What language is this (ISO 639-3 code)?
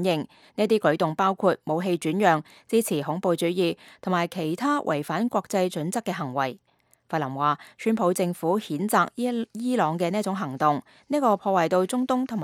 yue